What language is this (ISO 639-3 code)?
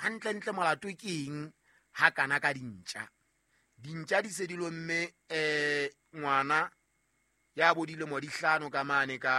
sot